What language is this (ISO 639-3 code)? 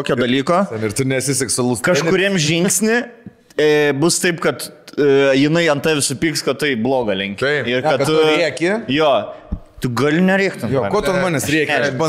lit